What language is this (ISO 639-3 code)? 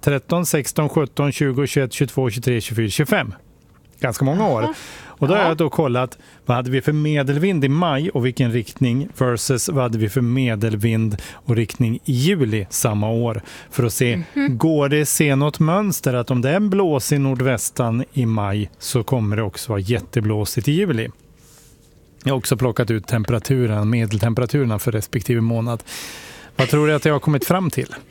swe